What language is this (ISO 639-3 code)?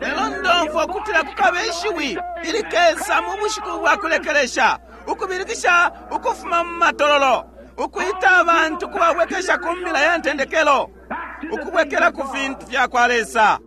bem